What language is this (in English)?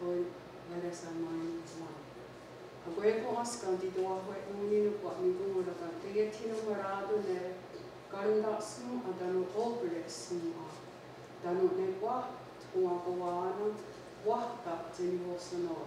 Mohawk